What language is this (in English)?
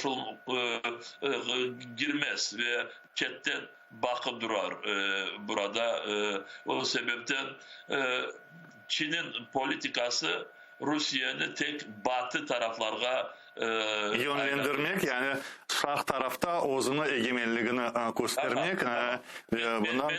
Crimean Tatar